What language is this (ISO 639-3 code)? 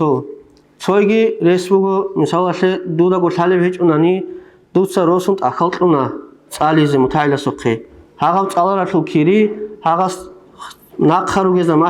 ava